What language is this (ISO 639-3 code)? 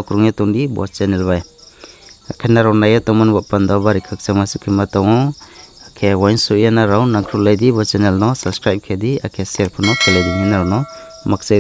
ria